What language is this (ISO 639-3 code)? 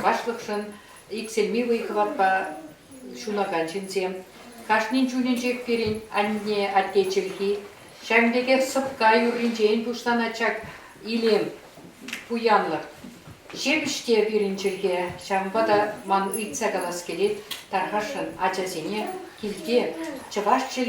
chv